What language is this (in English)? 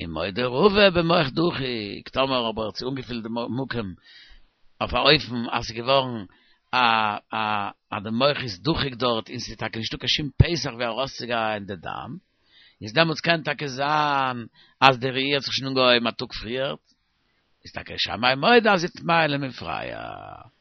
Yiddish